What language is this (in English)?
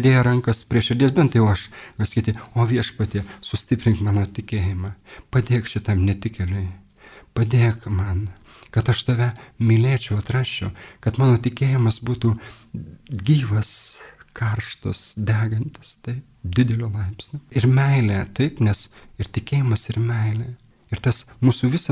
Lithuanian